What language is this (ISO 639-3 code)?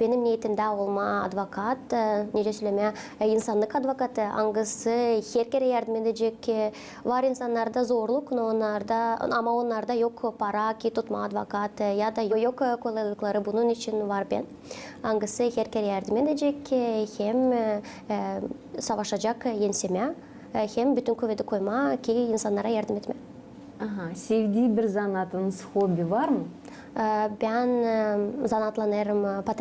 gag